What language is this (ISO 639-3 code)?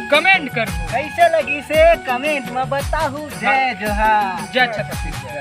hne